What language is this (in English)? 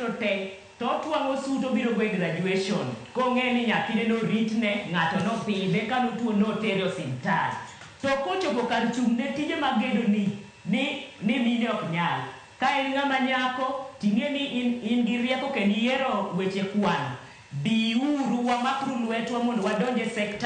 Luo (Kenya and Tanzania)